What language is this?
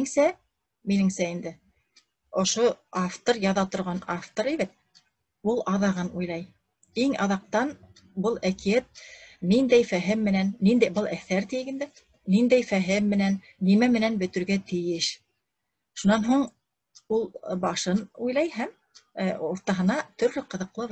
Bashkir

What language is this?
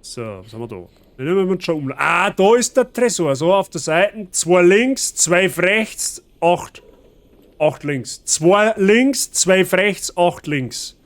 Bavarian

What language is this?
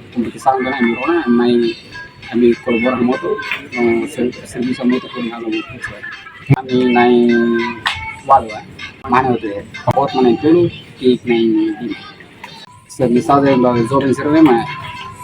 Tetum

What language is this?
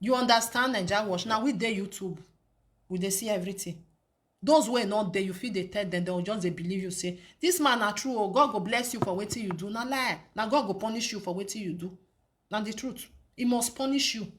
Nigerian Pidgin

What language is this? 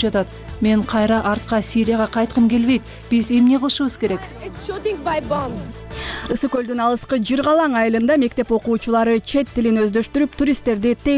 Kyrgyz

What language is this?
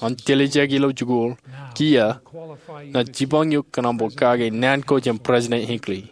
Marshallese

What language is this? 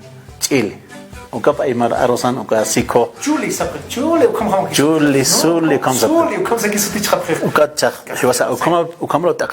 Aymara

